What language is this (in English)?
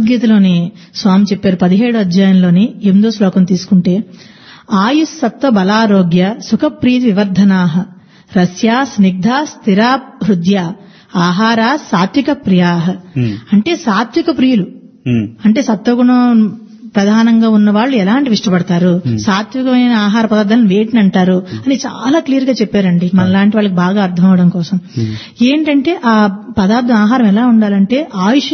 Telugu